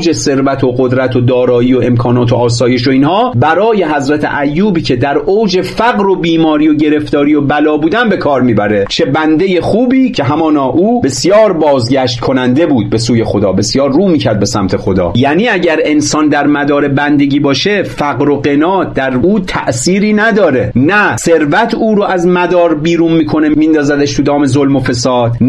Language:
Persian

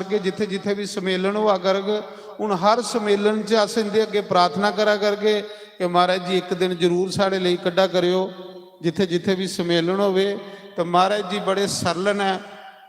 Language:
Dogri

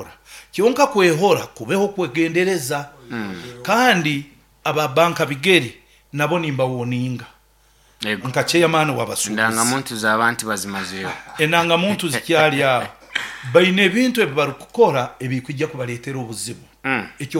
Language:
Nyoro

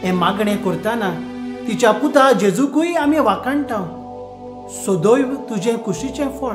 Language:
Konkani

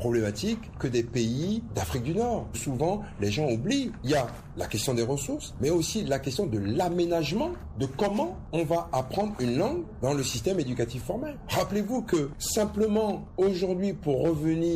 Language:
French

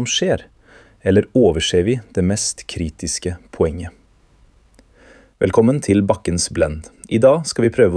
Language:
Norwegian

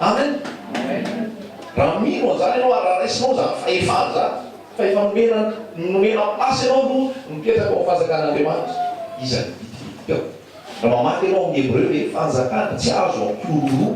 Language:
Malagasy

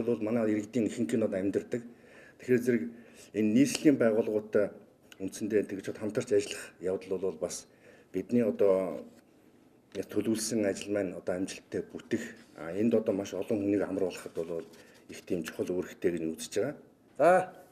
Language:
Mongolian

